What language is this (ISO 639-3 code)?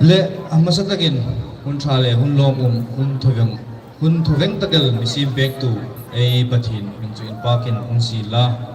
hmr